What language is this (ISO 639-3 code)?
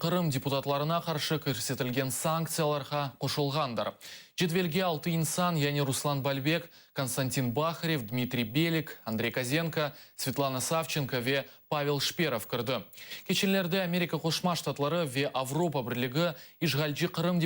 crh